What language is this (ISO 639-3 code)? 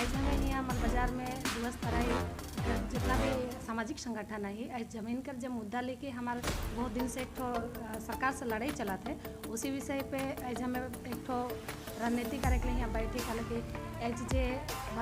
sck